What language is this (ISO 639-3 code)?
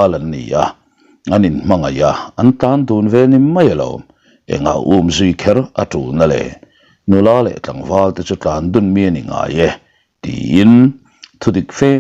lus